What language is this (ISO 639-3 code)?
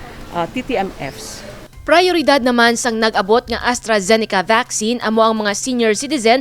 hil